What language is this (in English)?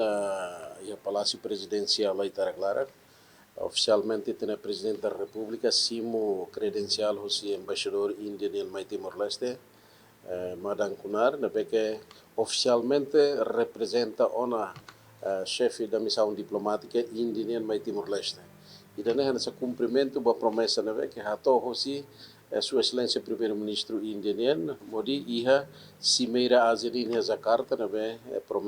Tetum